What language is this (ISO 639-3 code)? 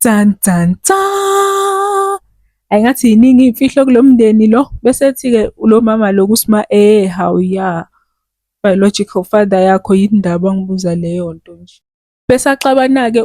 zul